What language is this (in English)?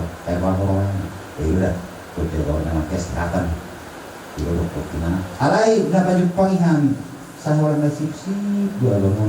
Batak Toba